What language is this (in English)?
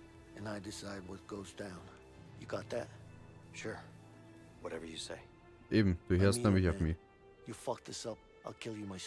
Bavarian